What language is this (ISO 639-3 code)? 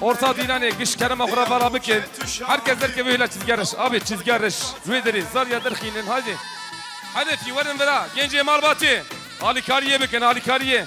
kur